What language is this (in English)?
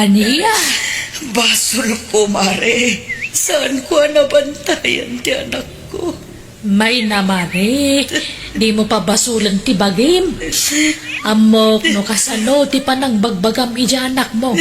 Iloko